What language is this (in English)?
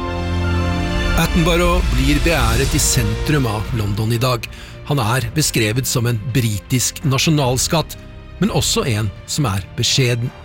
Norwegian